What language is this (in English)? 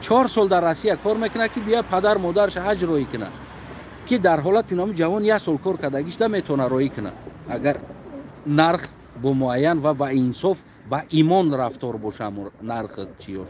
Tajik